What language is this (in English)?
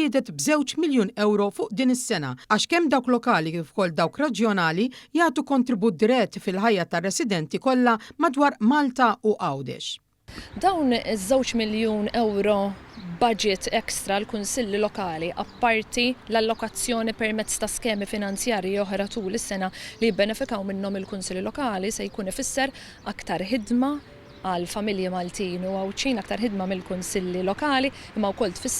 Maltese